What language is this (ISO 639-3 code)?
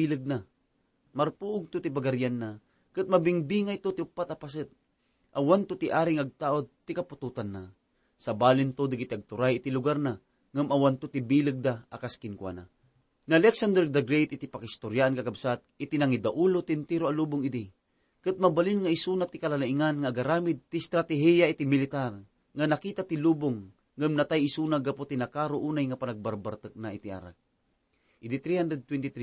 ilo